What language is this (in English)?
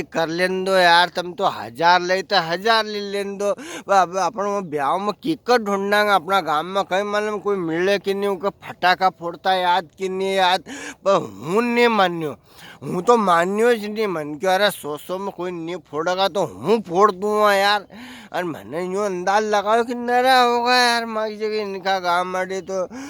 Rajasthani